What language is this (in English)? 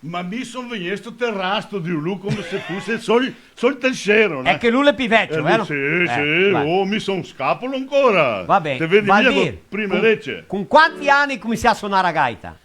Venetian